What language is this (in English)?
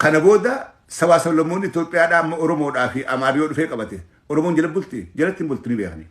Oromo